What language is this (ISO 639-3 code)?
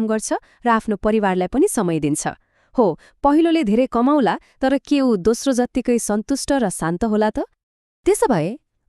nep